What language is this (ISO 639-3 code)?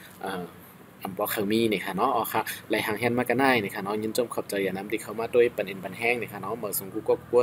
shn